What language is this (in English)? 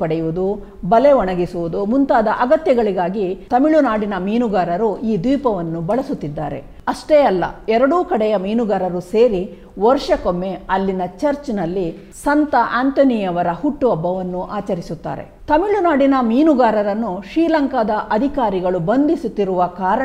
Kannada